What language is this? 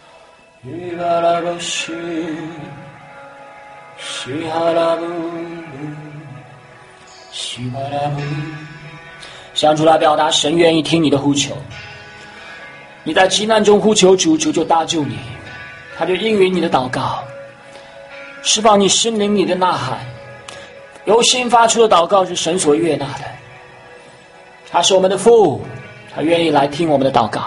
Chinese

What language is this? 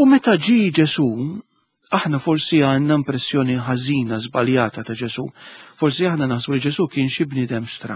Maltese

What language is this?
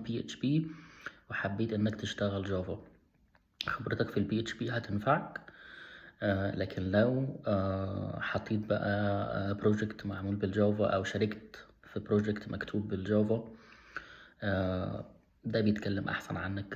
Egyptian Arabic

